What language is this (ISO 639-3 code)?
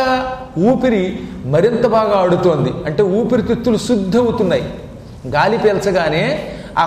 tel